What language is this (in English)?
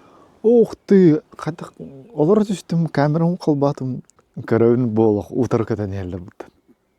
Yakut